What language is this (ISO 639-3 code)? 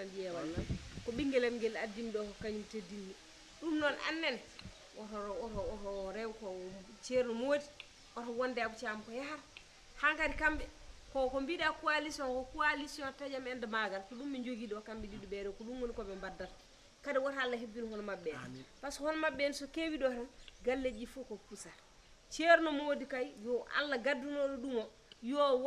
ful